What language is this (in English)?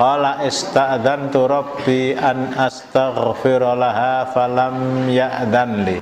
Javanese